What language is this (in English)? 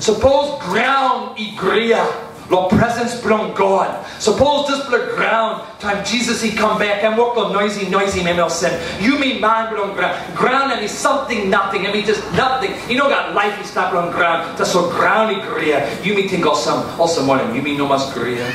Tok Pisin